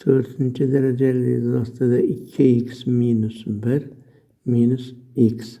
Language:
Uzbek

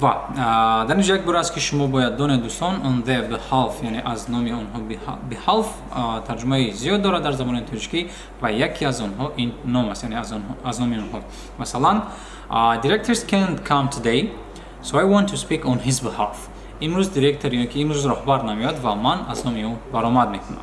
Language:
Tajik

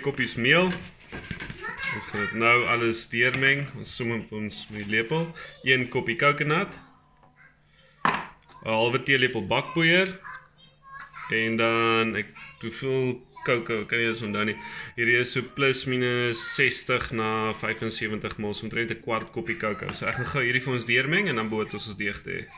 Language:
Afrikaans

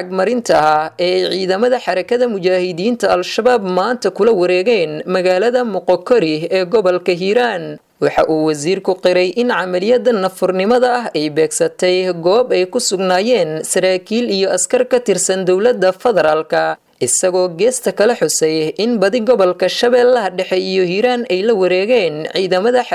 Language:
Somali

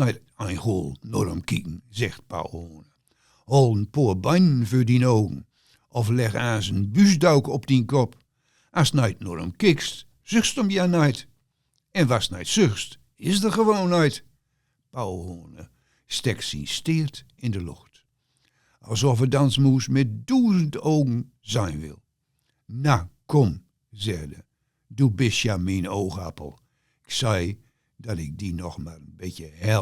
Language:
Gronings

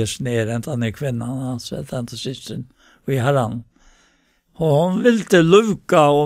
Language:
Faroese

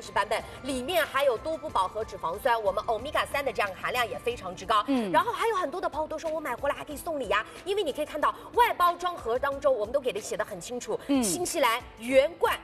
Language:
Chinese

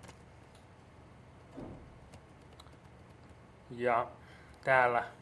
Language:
Finnish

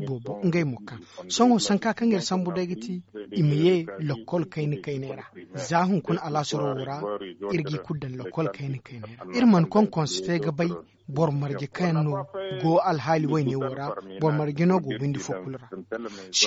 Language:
Zarma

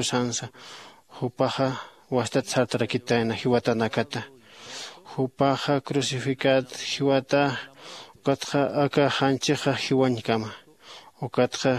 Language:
Aymara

